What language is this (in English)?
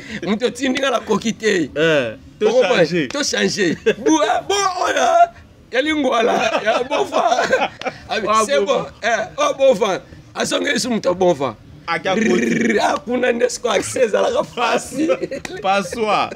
Lingala